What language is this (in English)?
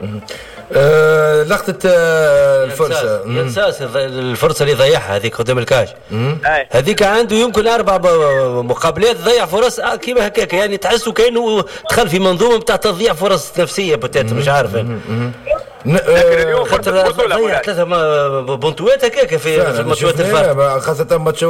Tunisian Arabic